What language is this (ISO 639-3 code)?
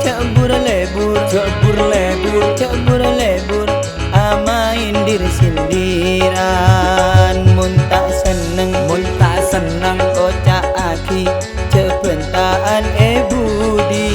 mad